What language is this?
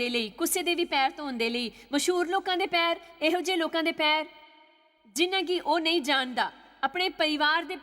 Dogri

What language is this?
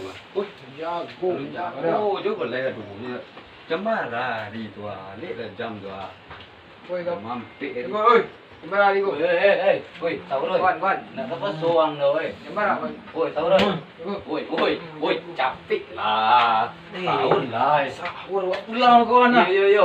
Minangkabau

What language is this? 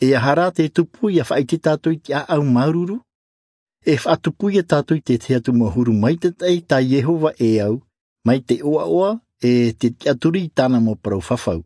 Tahitian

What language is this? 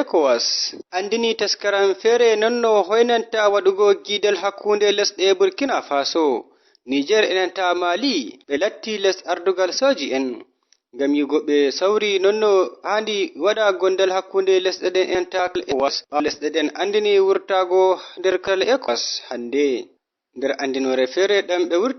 Fula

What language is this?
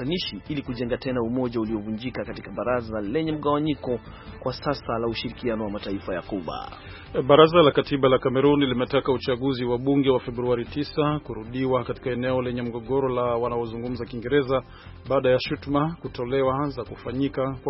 Swahili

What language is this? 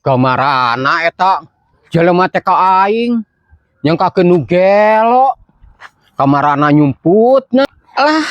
Sundanese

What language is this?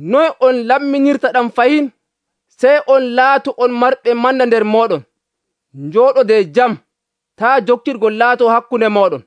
Nigerian Fulfulde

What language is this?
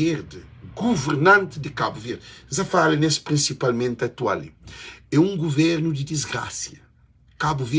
Kabuverdianu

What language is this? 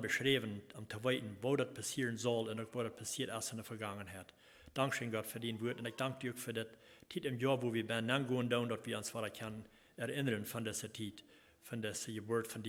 Plautdietsch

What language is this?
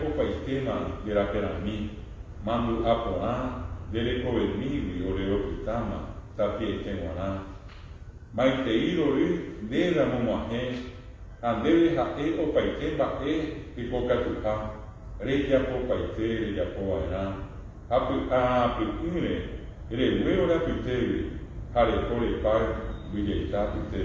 Guarani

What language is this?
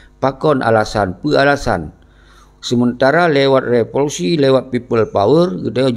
Achinese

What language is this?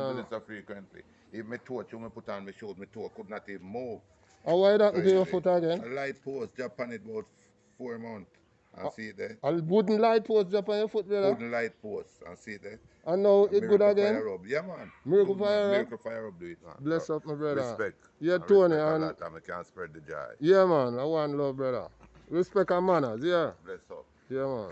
Jamaican Creole English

